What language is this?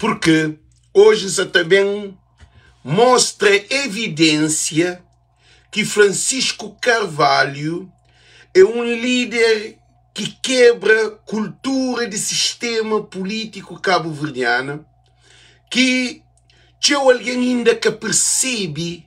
Kabuverdianu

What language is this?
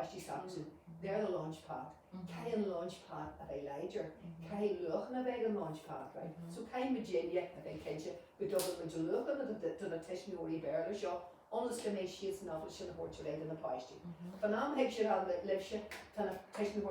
Irish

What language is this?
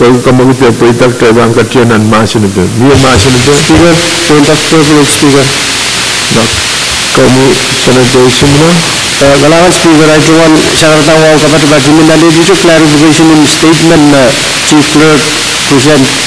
Pohnpeian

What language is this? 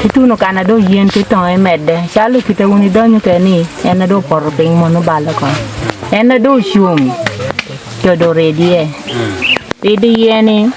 Acoli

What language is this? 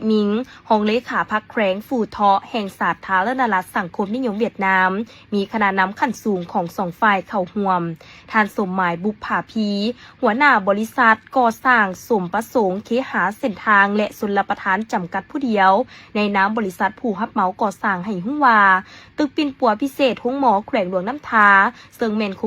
Lao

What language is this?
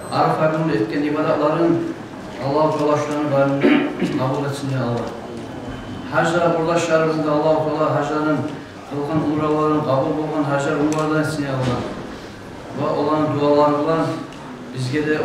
Kumyk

